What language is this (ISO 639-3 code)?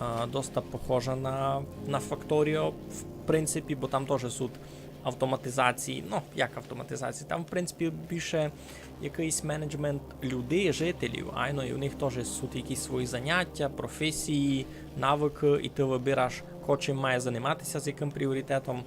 rue